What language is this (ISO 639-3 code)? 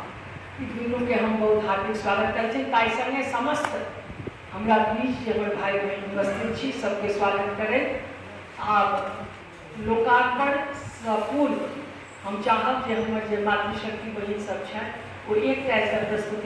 mai